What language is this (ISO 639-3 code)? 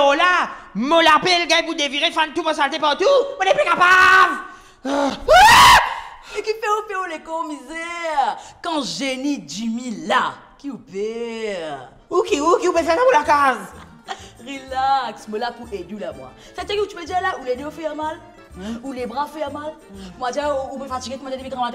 mfe